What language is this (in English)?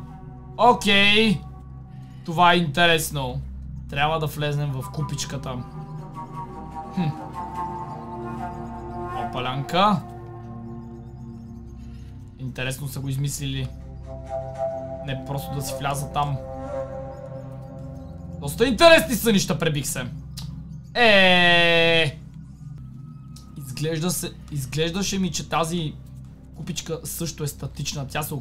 Bulgarian